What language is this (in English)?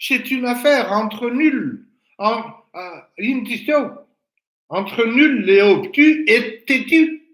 Malagasy